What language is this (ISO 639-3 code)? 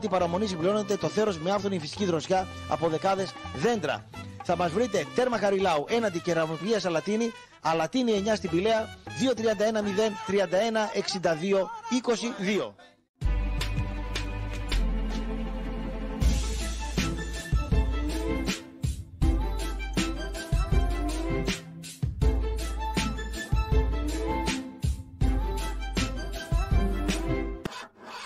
ell